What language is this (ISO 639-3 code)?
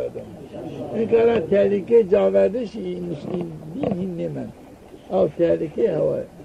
zza